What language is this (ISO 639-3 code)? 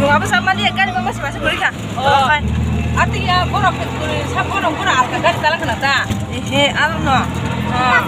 trp